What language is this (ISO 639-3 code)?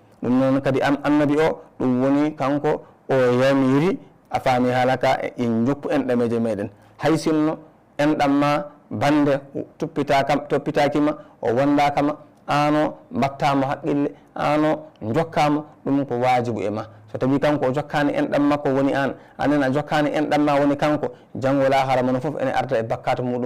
ful